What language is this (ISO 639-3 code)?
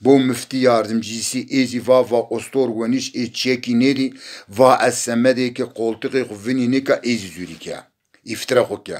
zza